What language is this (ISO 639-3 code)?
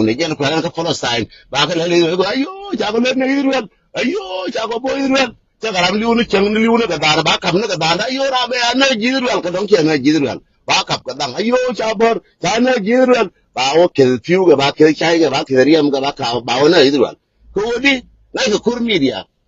nus